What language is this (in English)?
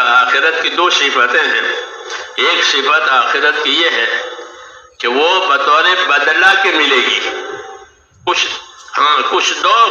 Urdu